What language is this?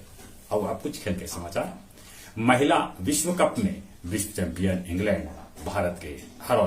Magahi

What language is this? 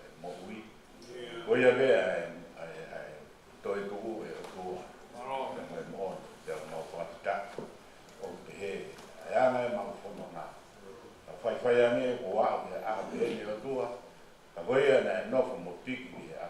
Tongan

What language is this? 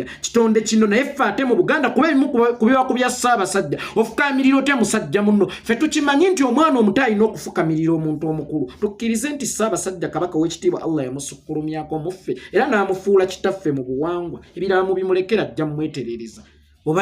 Ganda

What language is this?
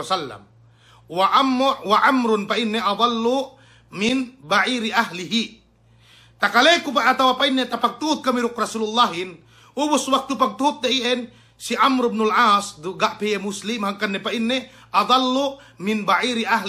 Yakan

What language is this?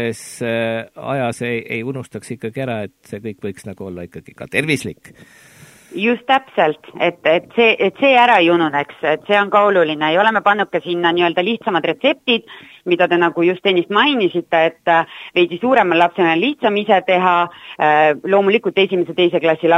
Estonian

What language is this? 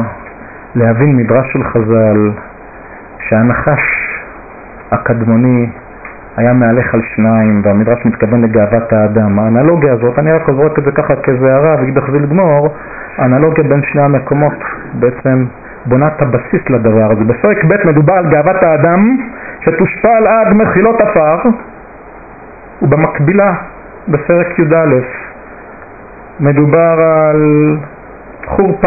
Hebrew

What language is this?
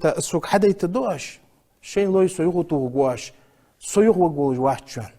Ingush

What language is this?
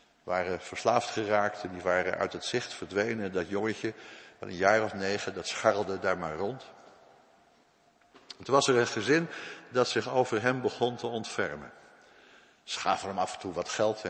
Dutch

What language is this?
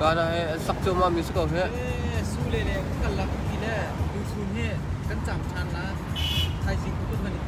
Hakha Chin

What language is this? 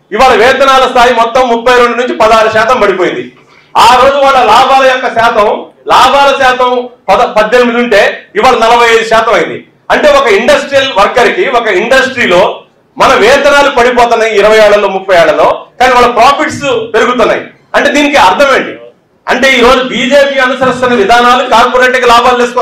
Telugu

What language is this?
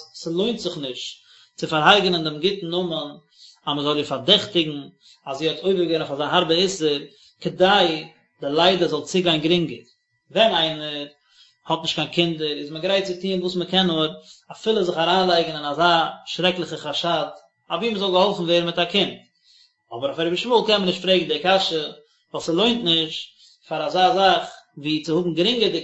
Yiddish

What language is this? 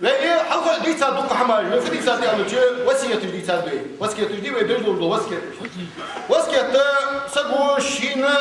Ingush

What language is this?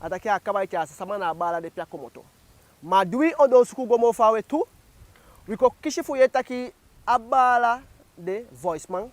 Eastern Maroon Creole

